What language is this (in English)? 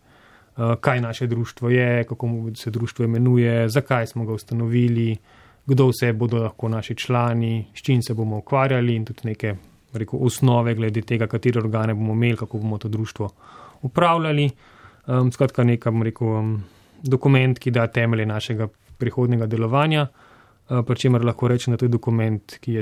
Slovenian